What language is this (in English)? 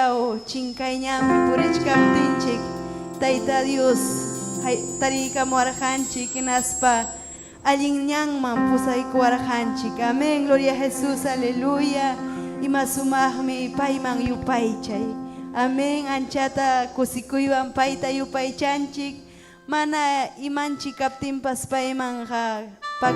Ayacucho Quechua